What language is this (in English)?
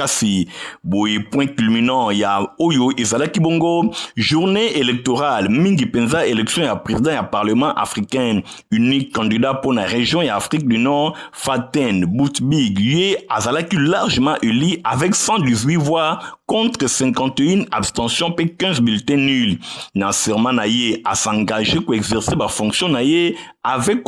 Lingala